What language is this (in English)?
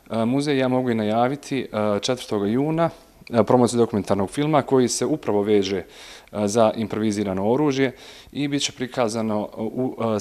Bosnian